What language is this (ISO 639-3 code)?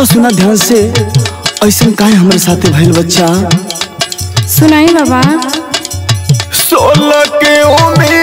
bho